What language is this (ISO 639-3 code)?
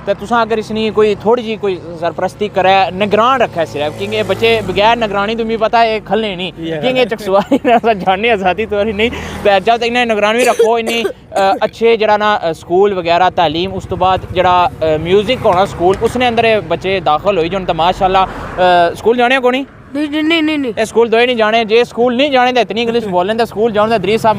phr